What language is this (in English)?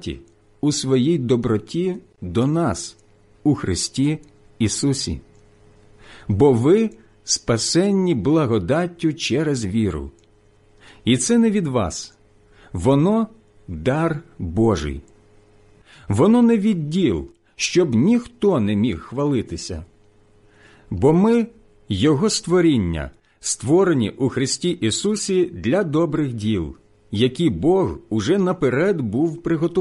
Ukrainian